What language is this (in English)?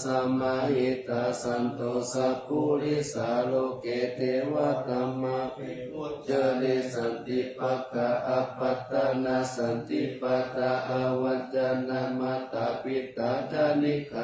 Pali